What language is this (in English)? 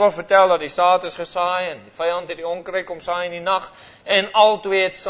Afrikaans